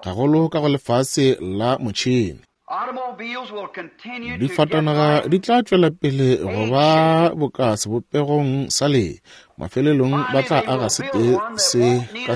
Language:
Northern Sotho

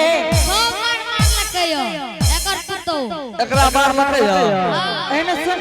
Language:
Angika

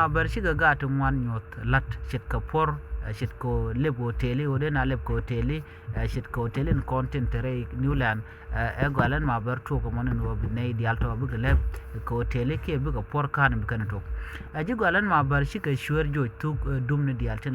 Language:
Nuer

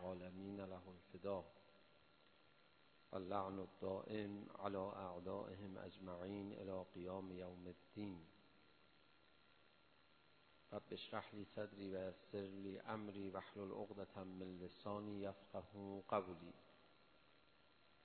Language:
Persian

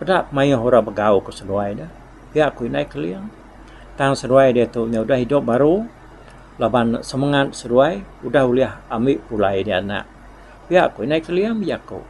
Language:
Iban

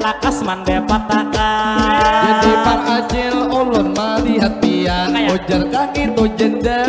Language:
Banjar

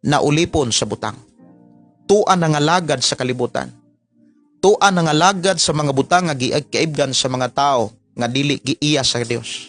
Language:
Cebuano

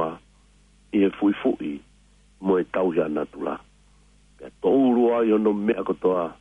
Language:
Tongan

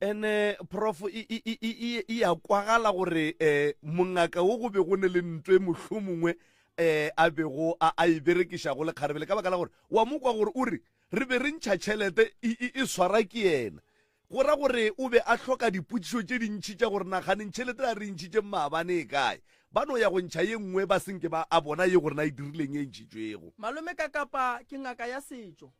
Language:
Northern Sotho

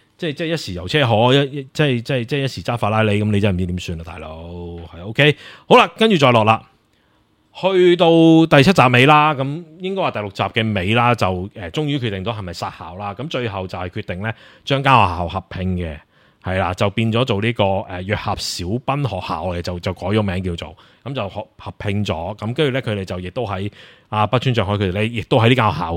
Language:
Cantonese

